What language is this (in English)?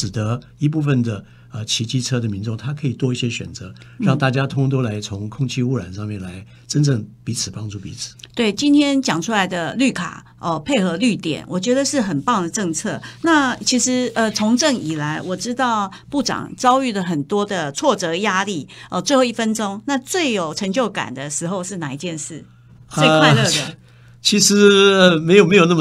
Chinese